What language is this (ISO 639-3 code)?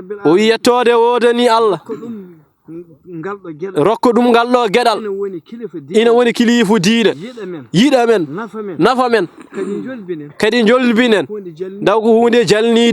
ful